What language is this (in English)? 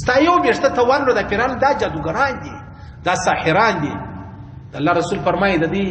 Pashto